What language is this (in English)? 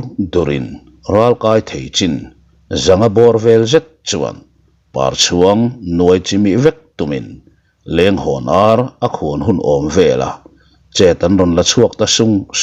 Mizo